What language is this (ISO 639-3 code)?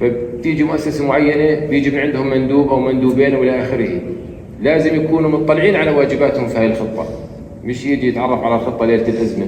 apc